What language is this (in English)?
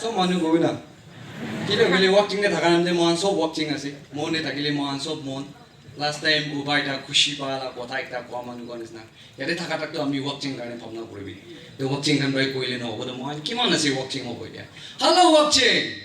Naga Pidgin